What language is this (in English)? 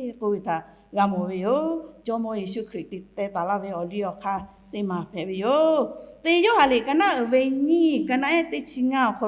Lahu